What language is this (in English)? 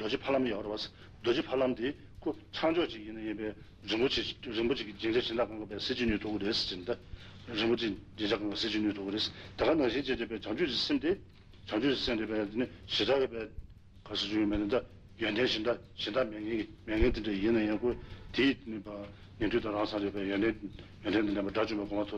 Tibetan